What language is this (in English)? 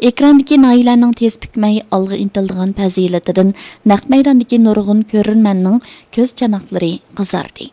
Uyghur